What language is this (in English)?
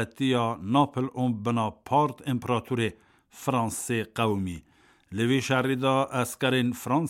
Kurdish